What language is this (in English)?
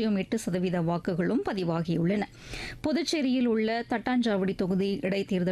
Tamil